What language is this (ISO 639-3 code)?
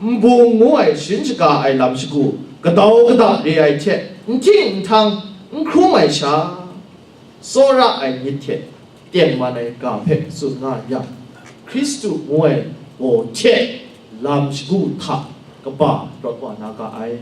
kac